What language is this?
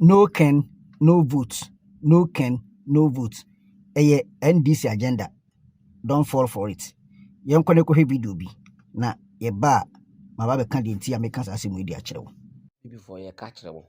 Akan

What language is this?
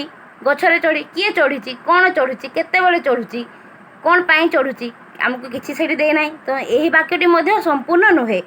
Odia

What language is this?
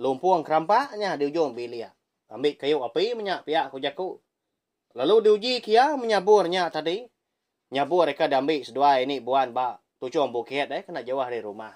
Iban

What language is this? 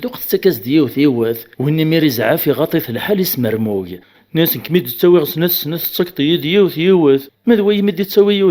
Kabyle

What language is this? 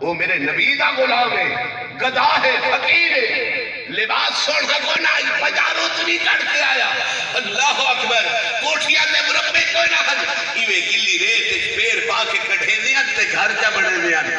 Saraiki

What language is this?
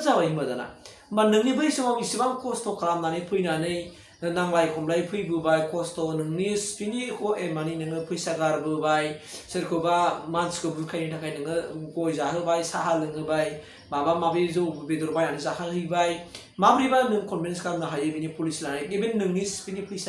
Bodo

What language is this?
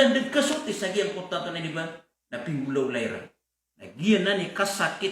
Maranao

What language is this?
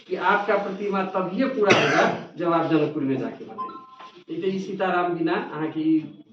Maithili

